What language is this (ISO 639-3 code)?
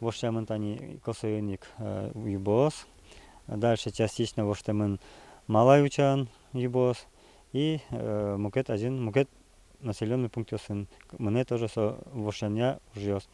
udm